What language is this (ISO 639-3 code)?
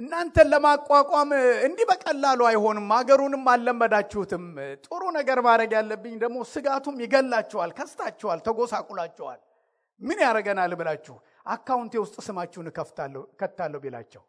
amh